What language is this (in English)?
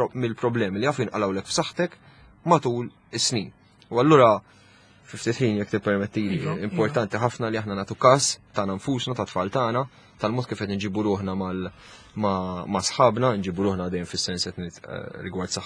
Maltese